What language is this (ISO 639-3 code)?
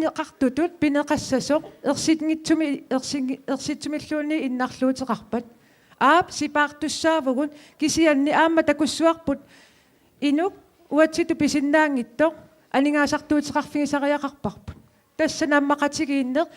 kal